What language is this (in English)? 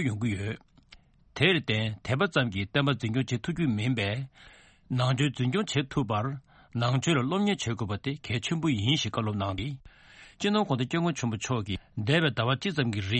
Tibetan